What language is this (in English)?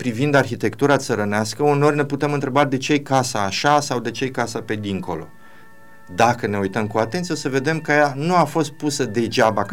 Romanian